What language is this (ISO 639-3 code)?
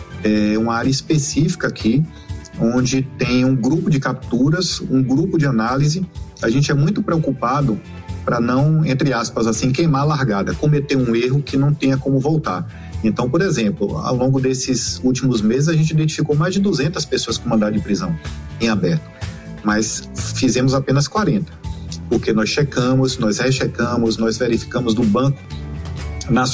por